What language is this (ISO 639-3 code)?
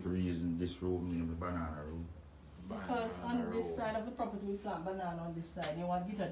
jam